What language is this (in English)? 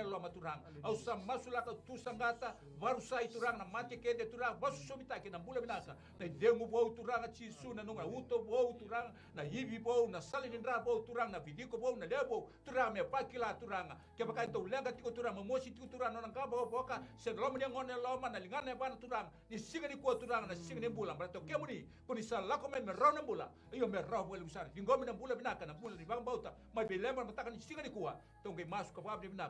Fijian